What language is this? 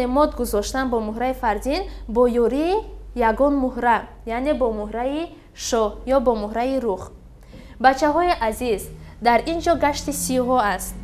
Tajik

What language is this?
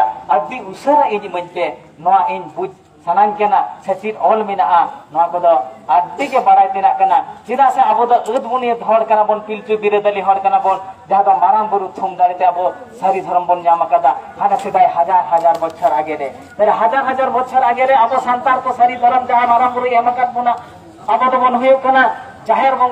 Santali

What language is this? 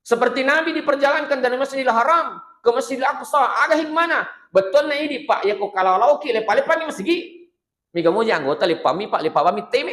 Buginese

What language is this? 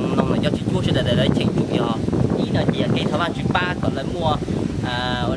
Hmong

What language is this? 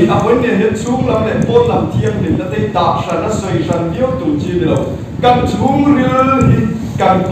Mizo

